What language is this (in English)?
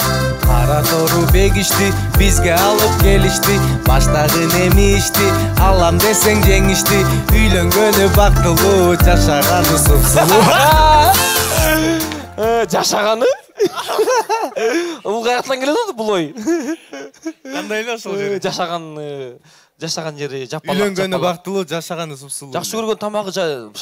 Kyrgyz